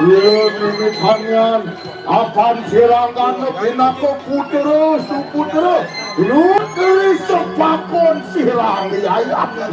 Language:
Balinese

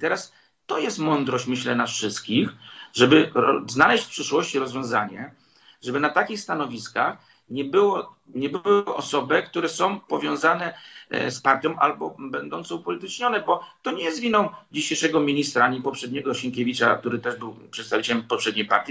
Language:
Polish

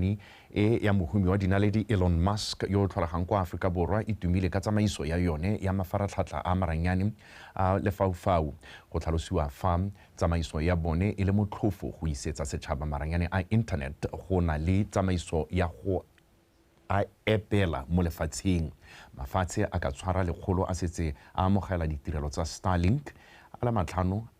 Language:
Tswana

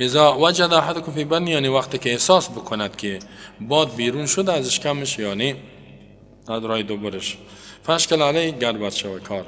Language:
Persian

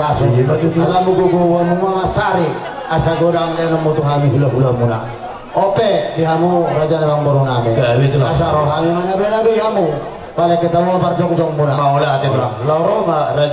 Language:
Batak Toba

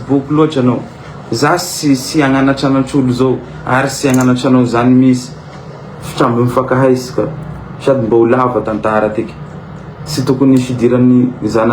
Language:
Malagasy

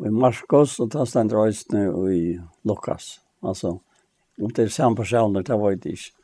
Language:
Faroese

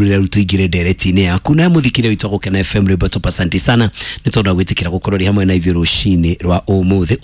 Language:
Kikuyu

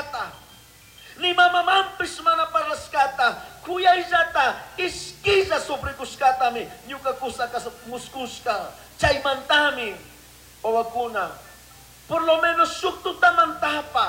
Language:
Chimborazo Highland Quichua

